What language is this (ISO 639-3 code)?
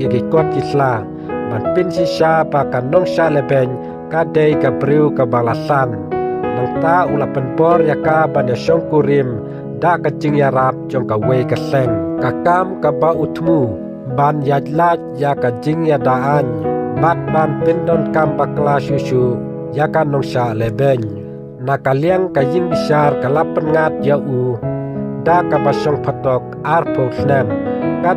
kha